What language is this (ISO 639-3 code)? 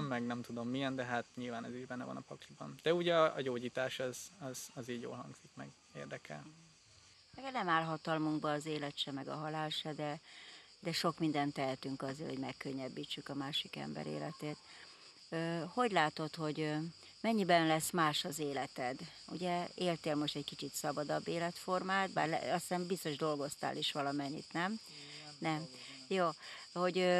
hun